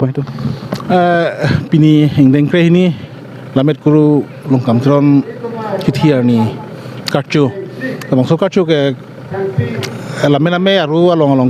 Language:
Karbi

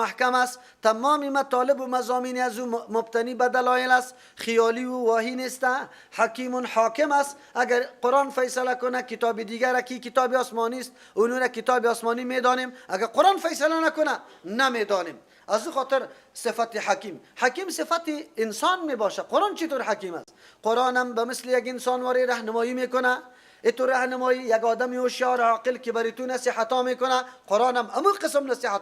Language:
Persian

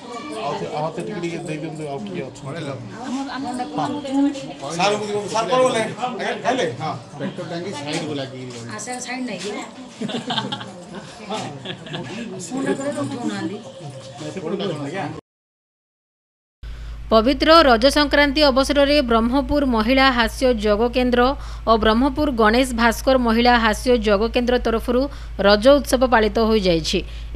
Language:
Odia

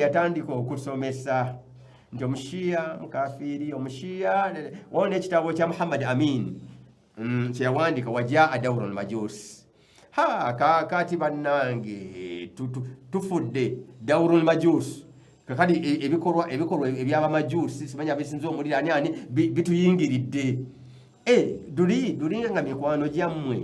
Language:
Ganda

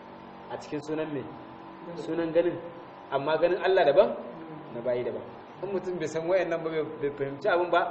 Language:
Hausa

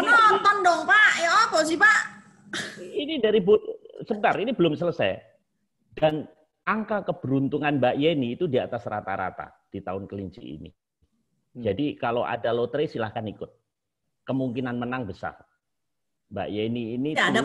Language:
Indonesian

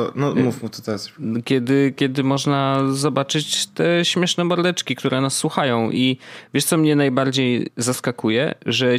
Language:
Polish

